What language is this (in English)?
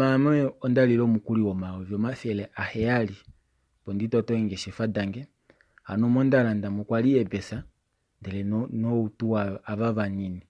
Kuanyama